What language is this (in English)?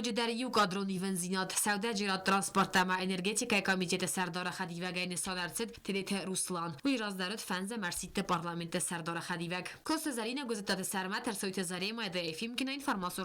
Ossetic